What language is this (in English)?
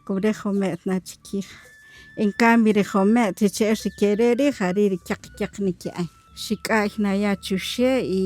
Kaqchikel